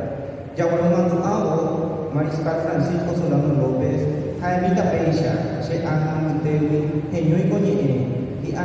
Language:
Guarani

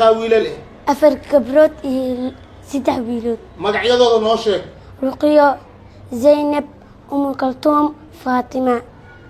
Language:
Somali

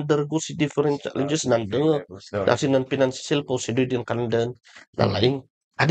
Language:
Kankanaey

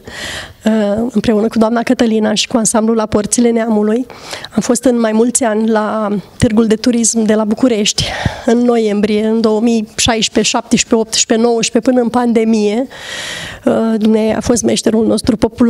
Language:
Romanian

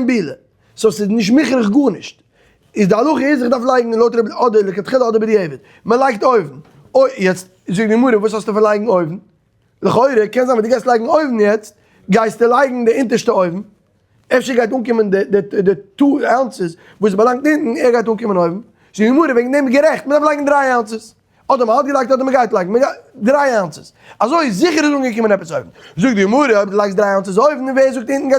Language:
Yiddish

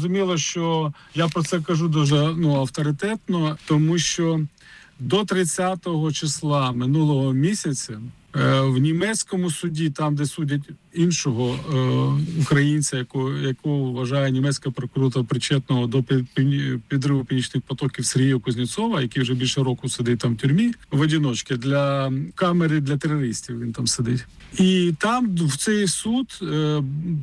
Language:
Ukrainian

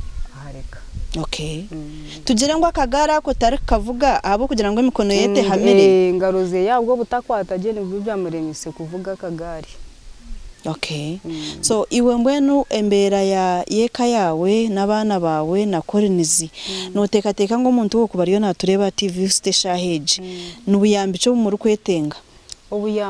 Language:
Nyankole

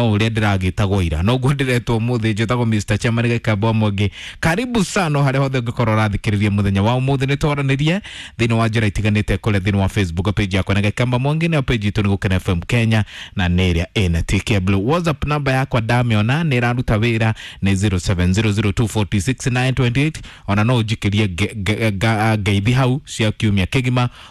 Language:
Kikuyu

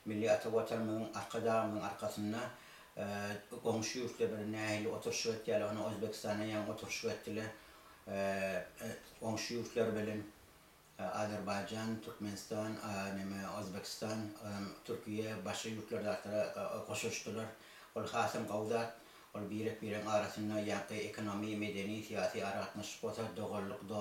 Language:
Turkmen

